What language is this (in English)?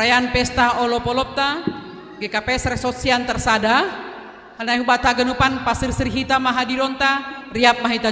Batak Simalungun